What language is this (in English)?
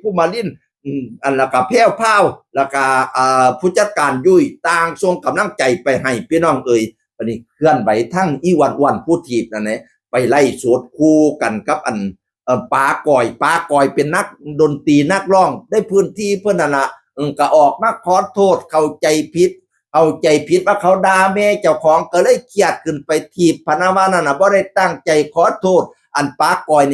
Northeastern Thai